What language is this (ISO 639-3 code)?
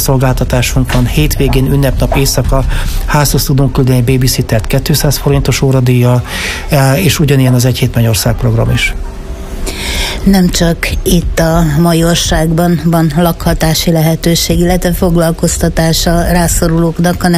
hun